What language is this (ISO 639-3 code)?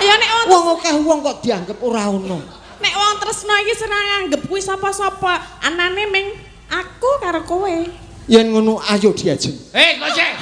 jav